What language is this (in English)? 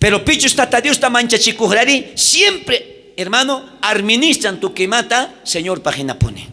South Bolivian Quechua